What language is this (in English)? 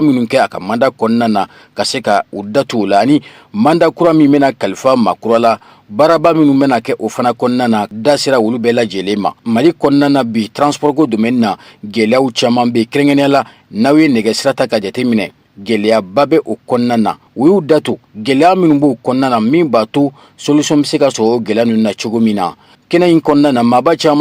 Bambara